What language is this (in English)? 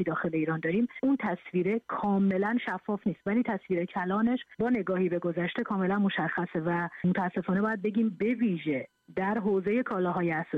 Persian